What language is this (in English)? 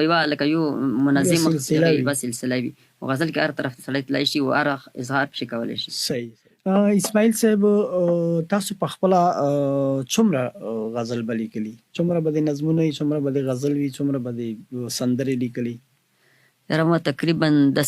Pashto